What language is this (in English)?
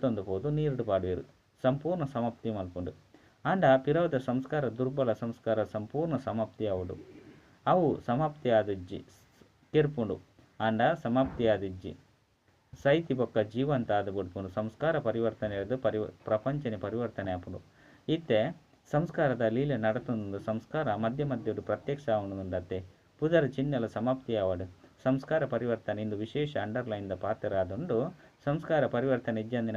Tulu